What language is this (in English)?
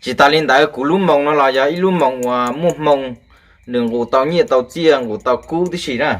Hmong